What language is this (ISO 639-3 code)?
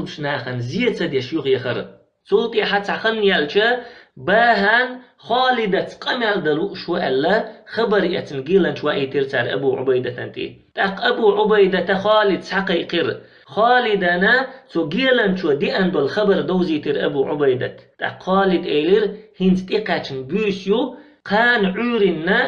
che